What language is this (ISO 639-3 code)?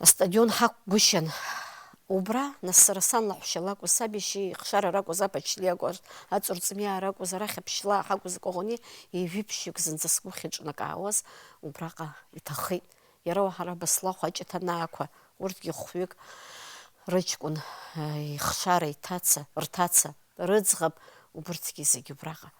abk